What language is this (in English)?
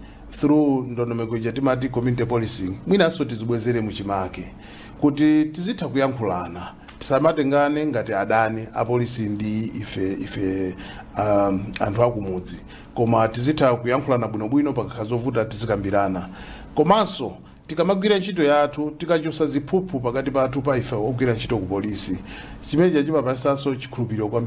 Nyanja